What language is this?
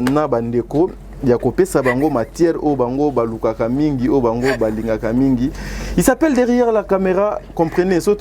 Lingala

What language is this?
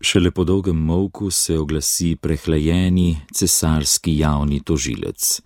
Slovenian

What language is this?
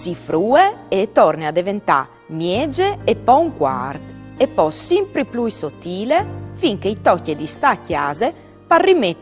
Friulian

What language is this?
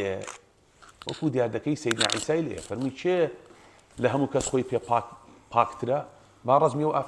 Central Kurdish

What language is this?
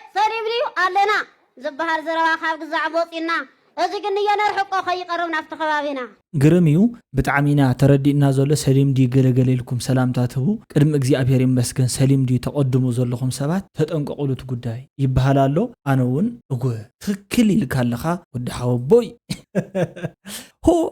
Tigrinya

